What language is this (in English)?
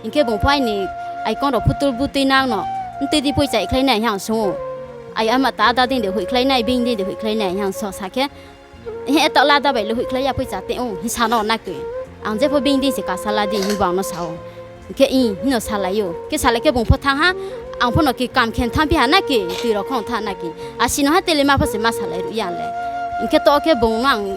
Riang (India)